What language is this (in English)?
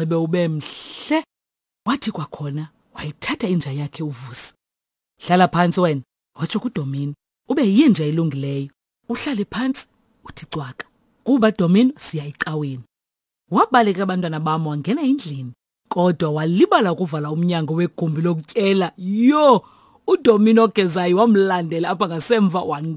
Xhosa